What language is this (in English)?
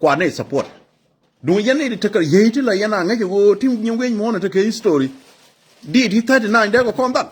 Nuer